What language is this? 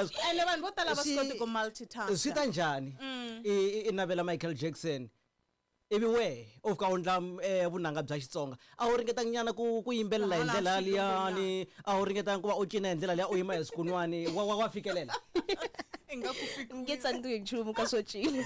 Tsonga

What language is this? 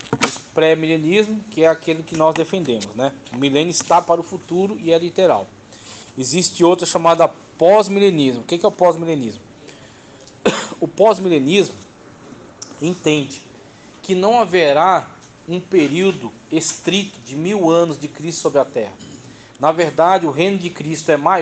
Portuguese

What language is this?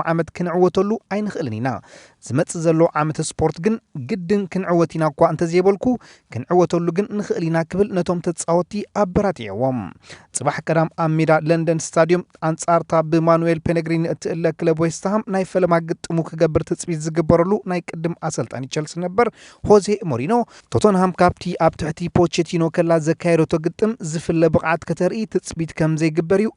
Tigrinya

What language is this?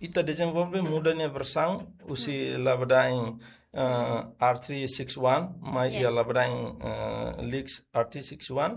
Tetum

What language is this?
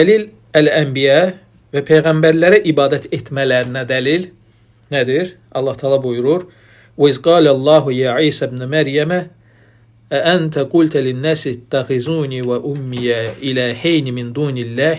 Azerbaijani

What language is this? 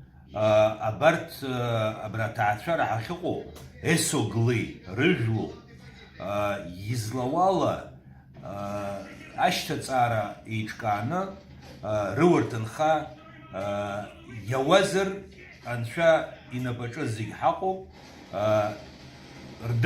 Abkhazian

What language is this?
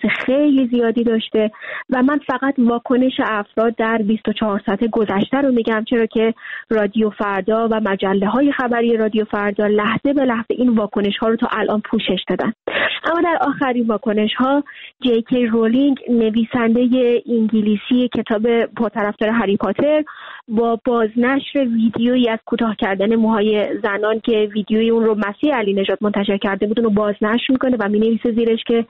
Persian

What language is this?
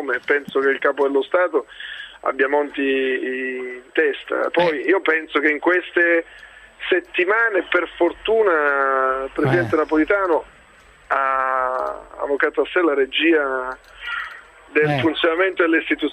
Italian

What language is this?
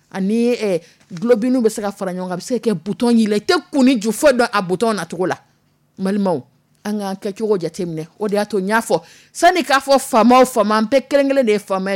Dyula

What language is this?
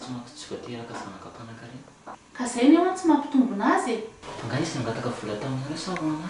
Malagasy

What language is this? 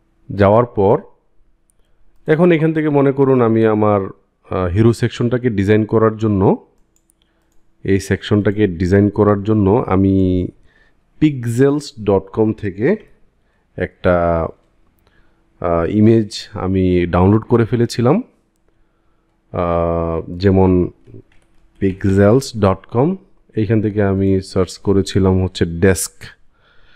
Bangla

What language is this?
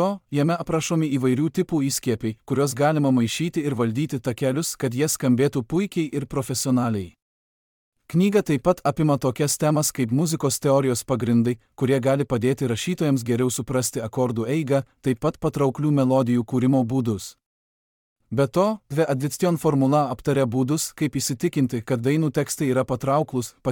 Lithuanian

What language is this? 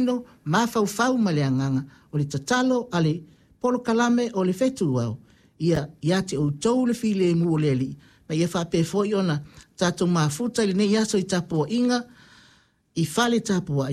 Samoan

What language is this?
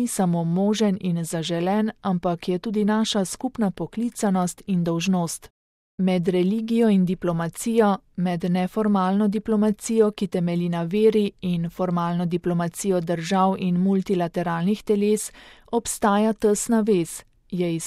Slovenian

